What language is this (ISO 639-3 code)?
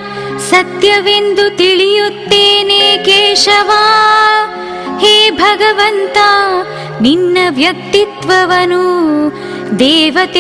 kan